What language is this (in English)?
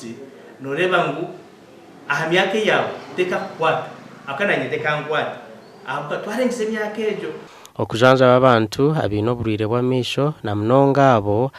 Nyankole